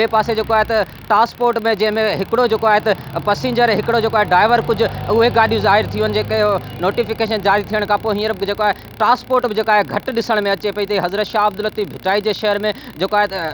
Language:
Sindhi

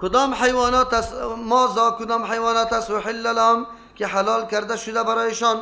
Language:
Persian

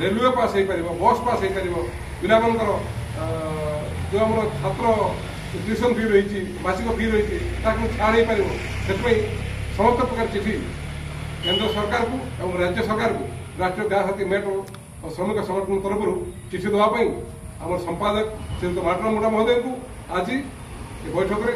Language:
Odia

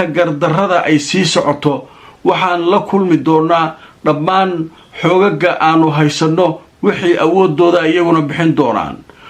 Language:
Somali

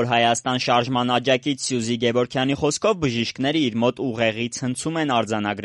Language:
Armenian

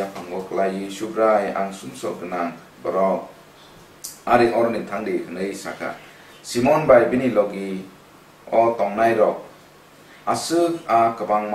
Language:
Kok Borok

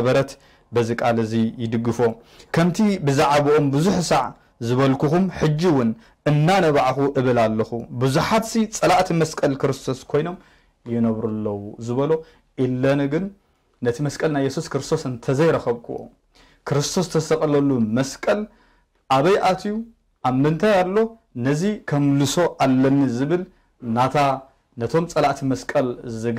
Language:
Tigrinya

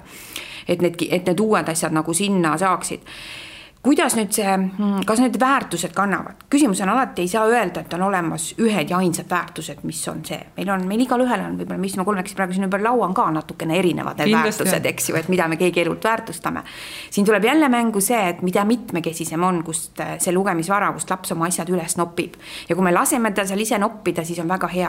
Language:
Estonian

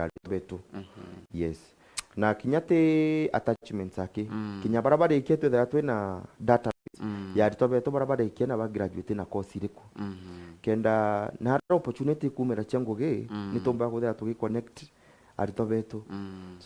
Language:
Meru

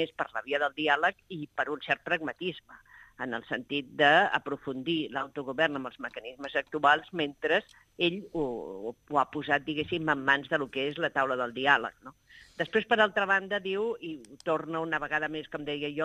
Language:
Catalan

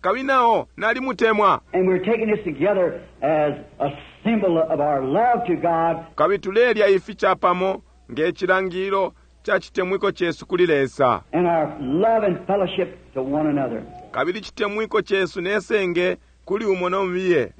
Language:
Bemba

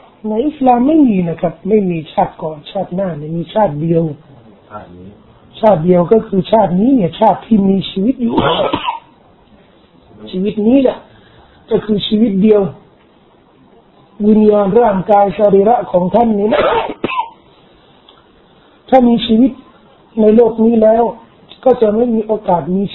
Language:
Thai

